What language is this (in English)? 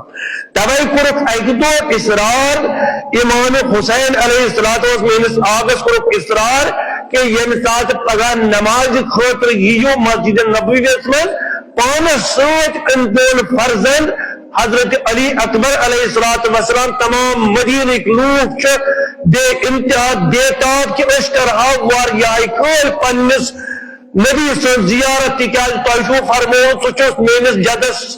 Kashmiri